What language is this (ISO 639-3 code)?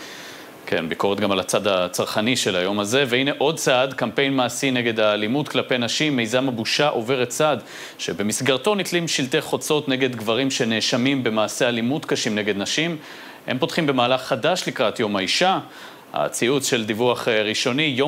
heb